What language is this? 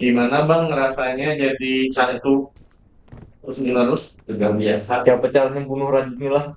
Banjar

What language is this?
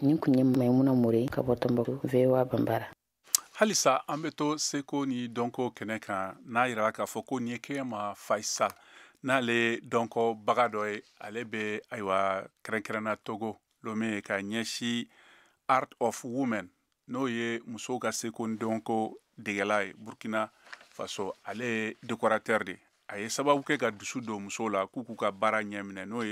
Bambara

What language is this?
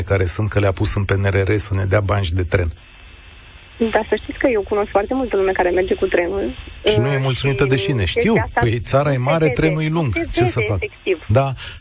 Romanian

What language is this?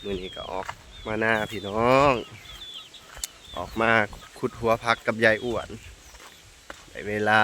Lao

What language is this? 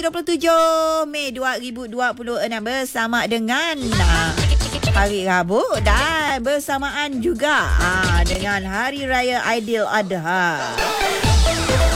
Malay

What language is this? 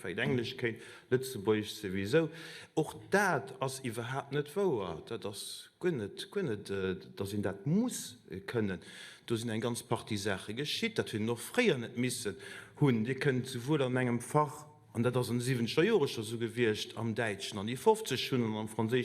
Luxembourgish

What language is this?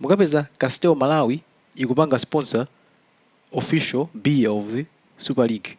Nyanja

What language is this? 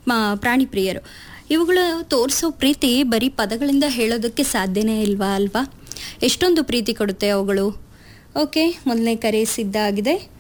Kannada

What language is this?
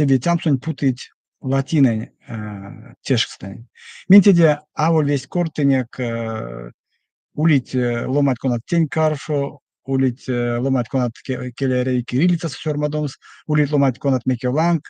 Erzya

